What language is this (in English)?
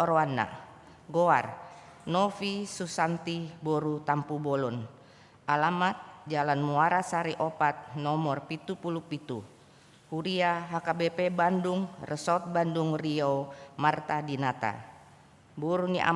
Batak Toba